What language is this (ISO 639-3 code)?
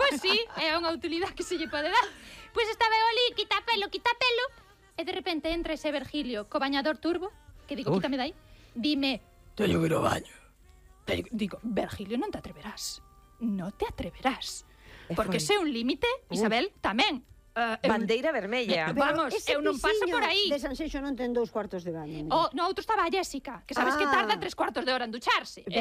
glg